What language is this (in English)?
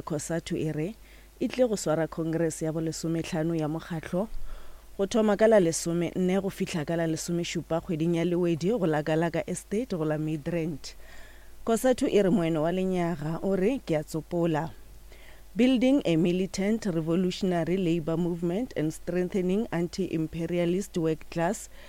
Northern Sotho